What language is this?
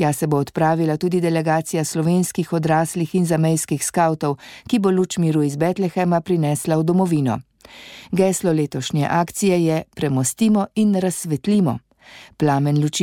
Slovenian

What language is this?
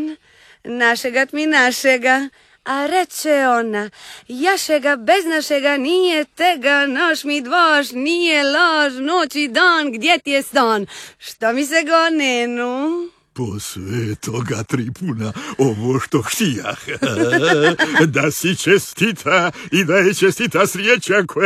Croatian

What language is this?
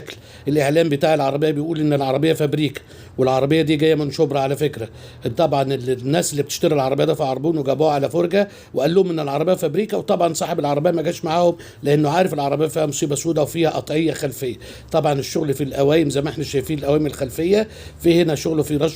Egyptian Arabic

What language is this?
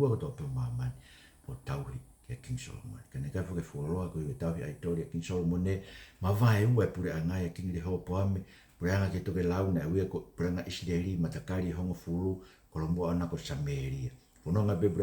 Tongan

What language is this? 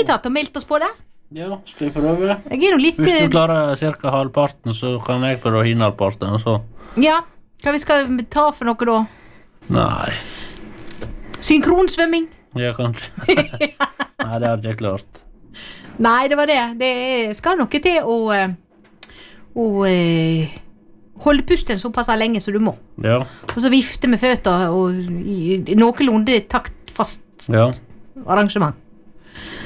Norwegian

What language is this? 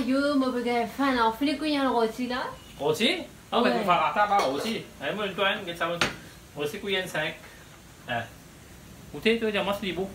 Morisyen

